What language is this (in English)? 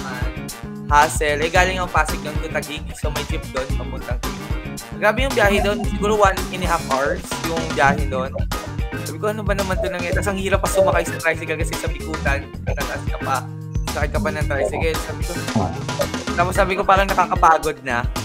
Filipino